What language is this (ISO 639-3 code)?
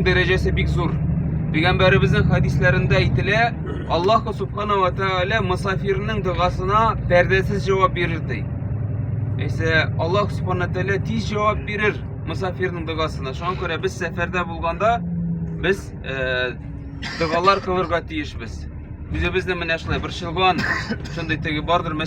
tat